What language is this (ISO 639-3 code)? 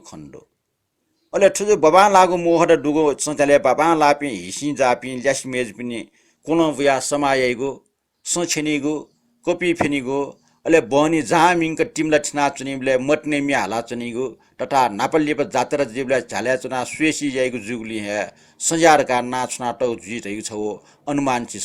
new